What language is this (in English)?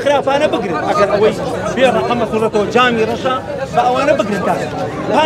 Central Kurdish